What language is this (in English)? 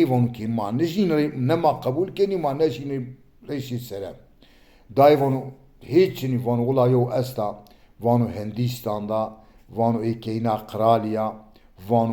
Zaza